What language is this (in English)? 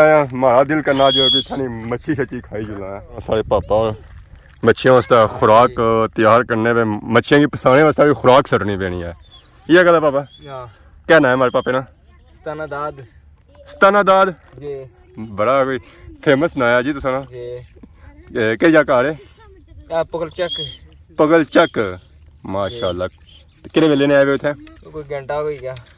Pahari-Potwari